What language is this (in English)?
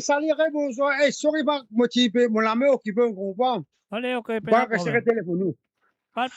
Morisyen